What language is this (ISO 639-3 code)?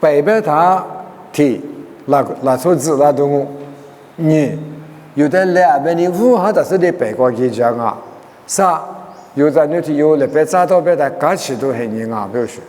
lis